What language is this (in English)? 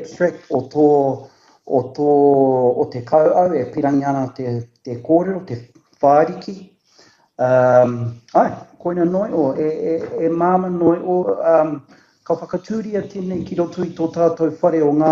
Māori